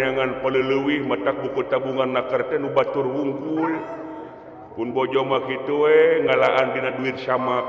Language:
Sundanese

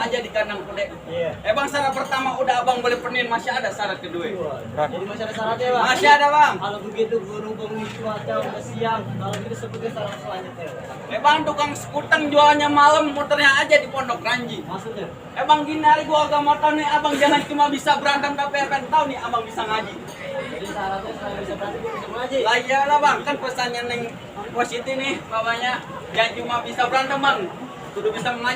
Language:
Betawi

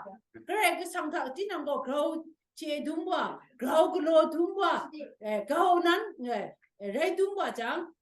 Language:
Kachin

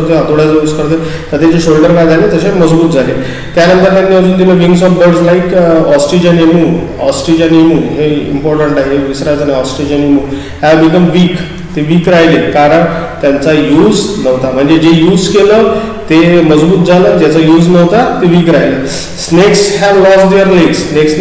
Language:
Marathi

